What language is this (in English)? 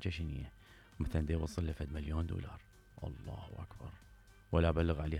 Mesopotamian Arabic